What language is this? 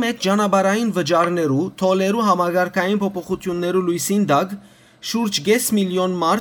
Western Armenian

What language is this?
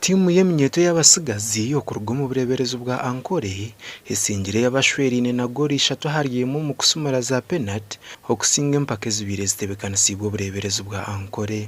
Nyankole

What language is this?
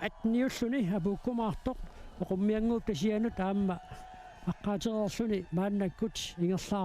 Kalaallisut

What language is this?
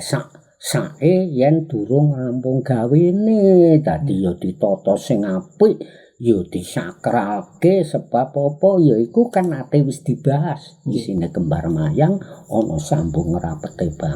Javanese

